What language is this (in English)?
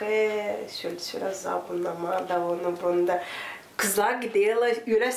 Gagauz